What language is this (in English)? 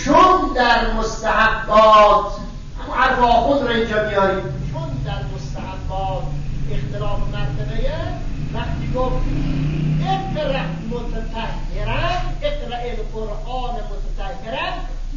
Persian